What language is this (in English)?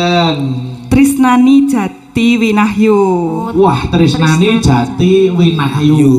Javanese